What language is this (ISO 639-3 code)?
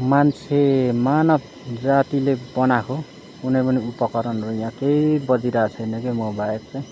nep